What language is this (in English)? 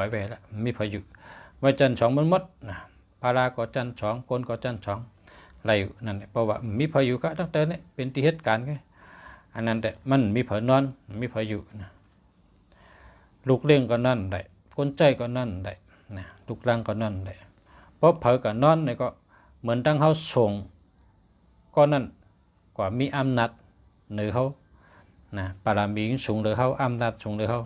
Shan